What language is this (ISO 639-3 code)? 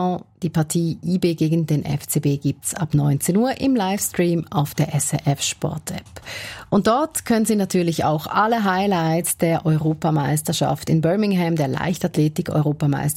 deu